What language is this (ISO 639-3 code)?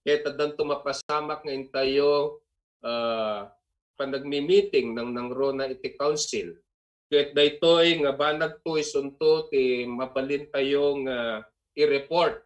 ilo